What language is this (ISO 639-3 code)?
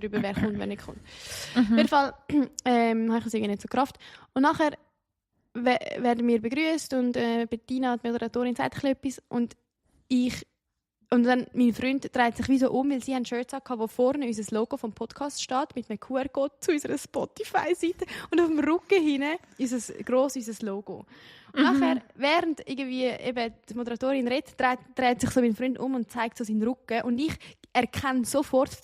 gsw